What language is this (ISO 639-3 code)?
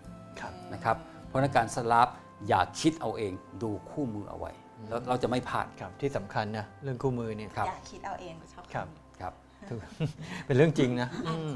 tha